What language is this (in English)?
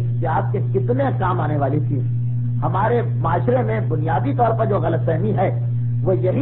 Urdu